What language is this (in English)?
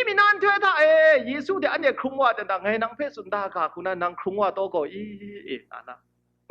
Kachin